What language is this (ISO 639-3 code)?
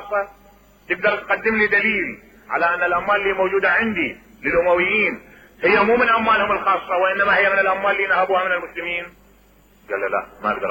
acm